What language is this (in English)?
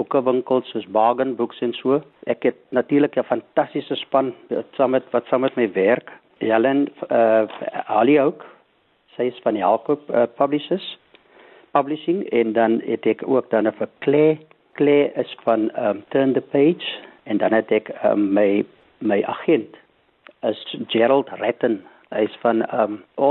Afrikaans